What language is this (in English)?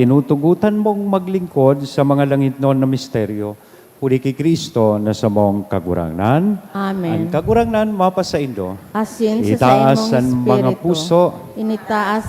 Bikol